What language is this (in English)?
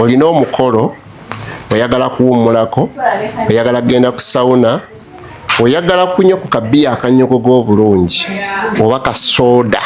Ganda